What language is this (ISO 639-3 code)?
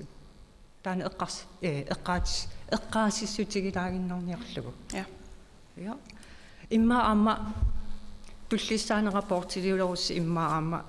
kal